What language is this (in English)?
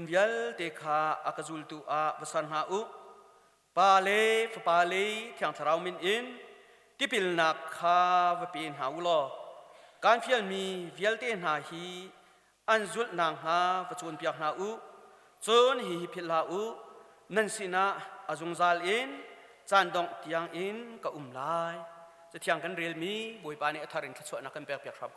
Hakha Chin